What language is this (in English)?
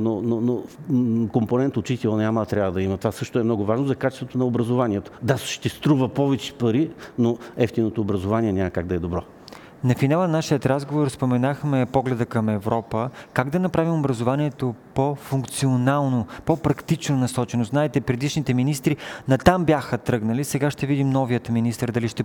Bulgarian